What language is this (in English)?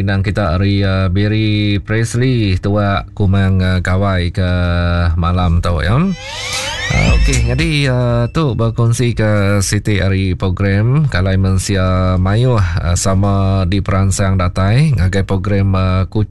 Iban